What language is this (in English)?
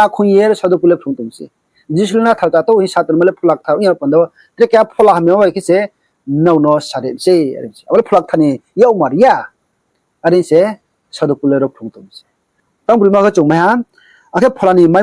Riang (India)